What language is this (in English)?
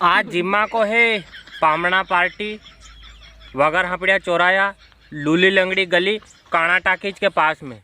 Rajasthani